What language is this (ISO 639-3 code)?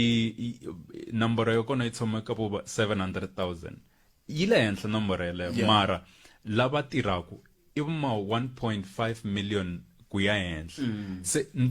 tso